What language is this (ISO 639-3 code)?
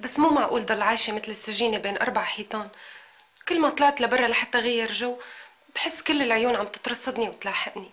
apc